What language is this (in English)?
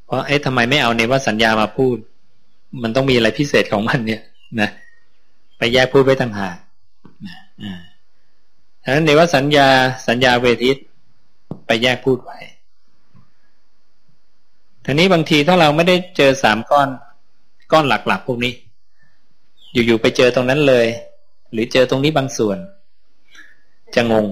Thai